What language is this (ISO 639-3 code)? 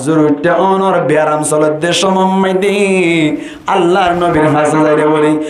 rhg